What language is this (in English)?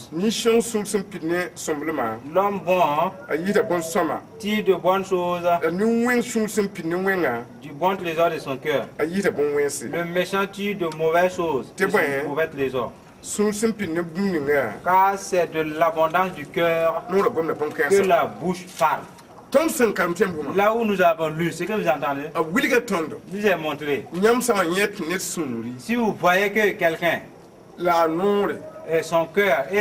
Mossi